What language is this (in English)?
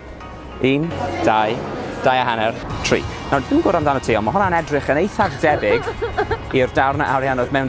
Welsh